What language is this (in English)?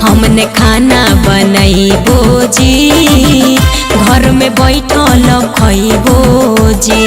Magahi